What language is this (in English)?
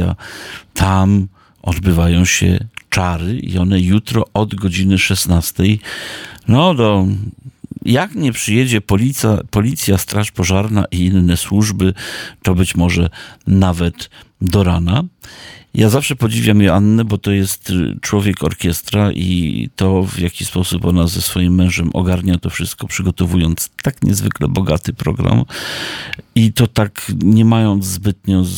Polish